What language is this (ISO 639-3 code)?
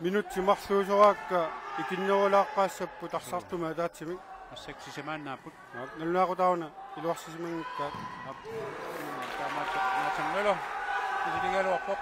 kal